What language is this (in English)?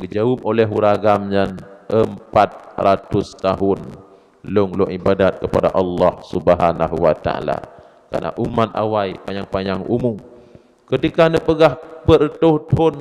Achinese